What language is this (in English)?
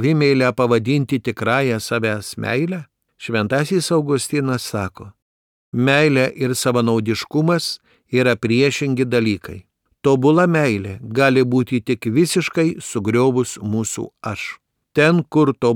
Lithuanian